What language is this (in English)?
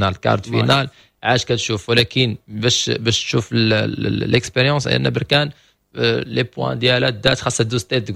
Moroccan Arabic